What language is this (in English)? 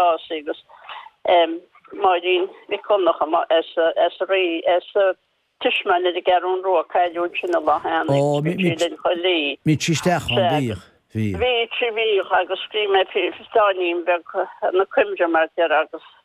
Irish